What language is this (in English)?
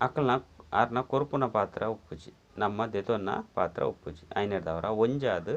Tulu